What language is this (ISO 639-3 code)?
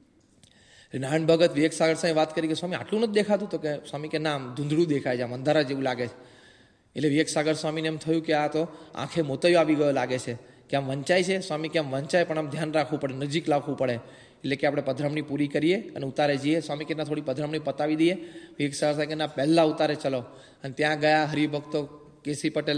guj